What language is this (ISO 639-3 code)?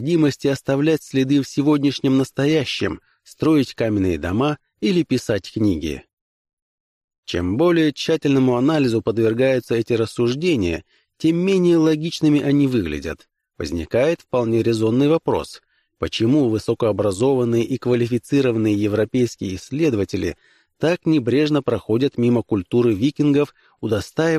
rus